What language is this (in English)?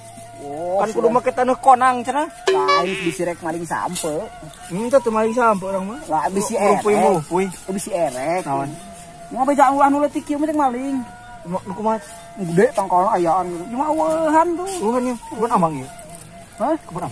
Sundanese